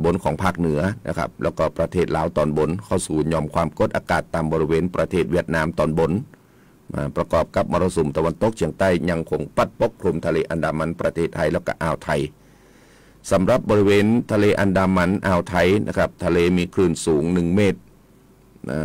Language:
Thai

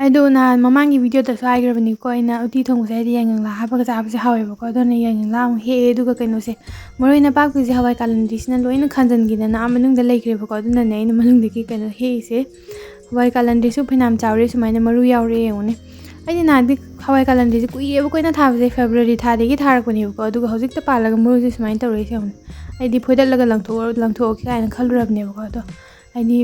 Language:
Manipuri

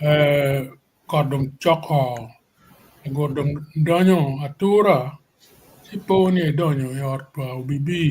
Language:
Acoli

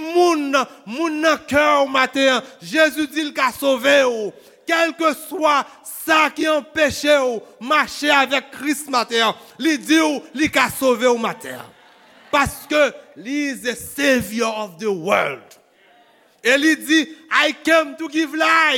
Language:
Haitian Creole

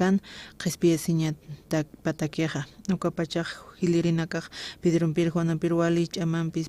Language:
Aymara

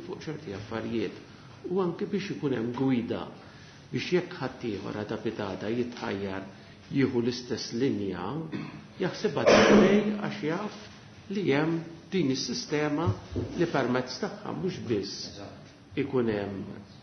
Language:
Maltese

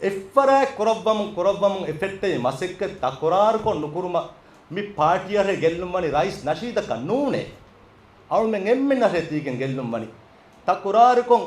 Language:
Divehi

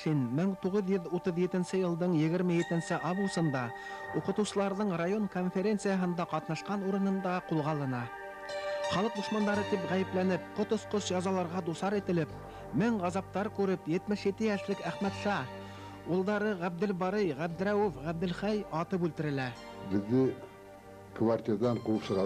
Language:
Bashkir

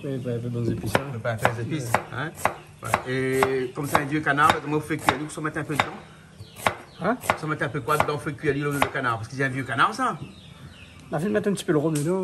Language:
Réunion Creole French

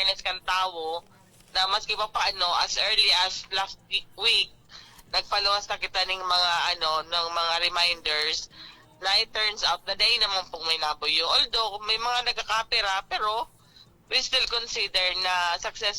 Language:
Bikol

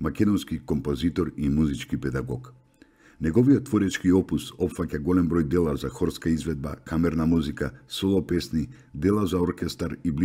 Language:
Macedonian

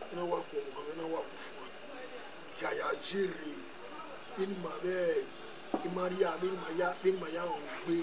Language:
Bini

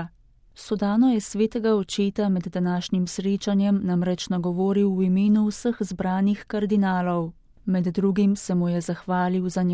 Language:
Slovenian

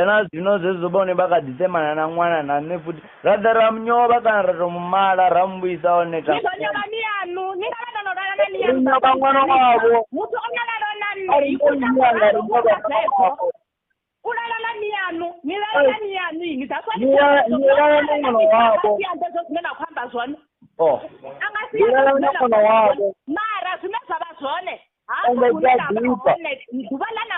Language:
Venda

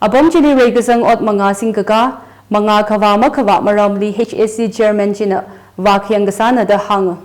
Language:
Tangkhul Naga (India)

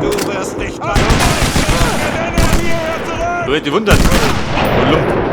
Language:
Bavarian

